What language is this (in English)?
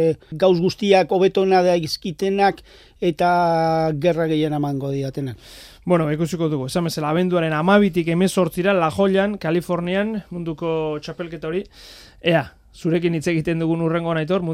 Basque